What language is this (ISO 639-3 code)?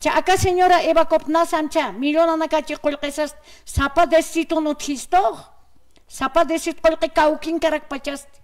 aym